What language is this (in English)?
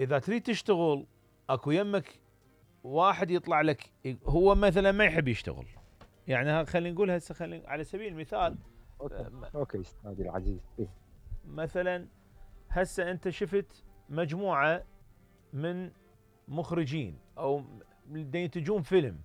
Mesopotamian Arabic